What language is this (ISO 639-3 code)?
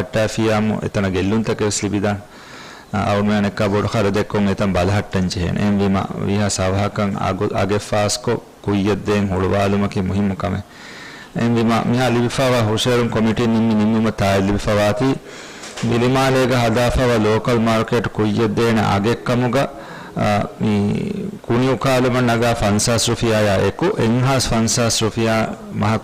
div